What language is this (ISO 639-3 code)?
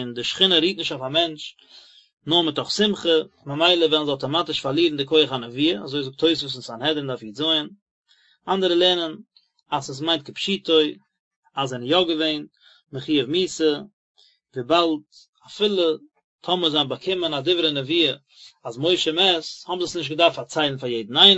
yid